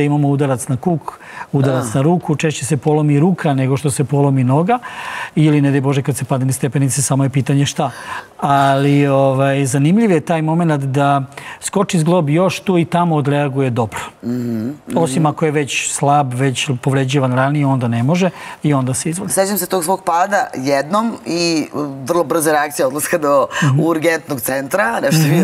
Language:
Serbian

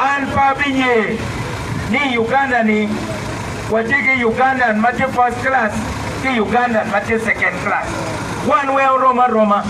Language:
Acoli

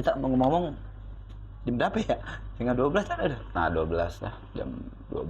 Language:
Betawi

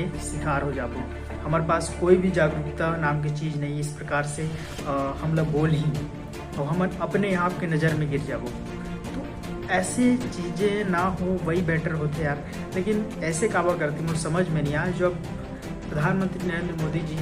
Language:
Chhattisgarhi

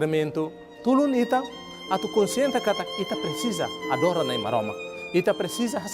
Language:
Tetum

